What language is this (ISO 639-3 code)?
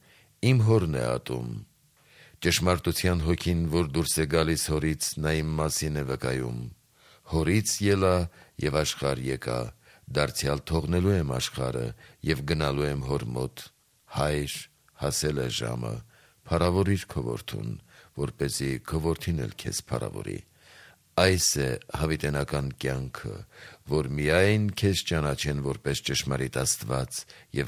hye